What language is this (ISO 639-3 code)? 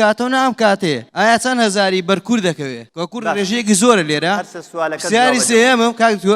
ckb